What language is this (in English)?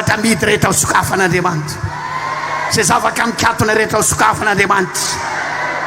Malagasy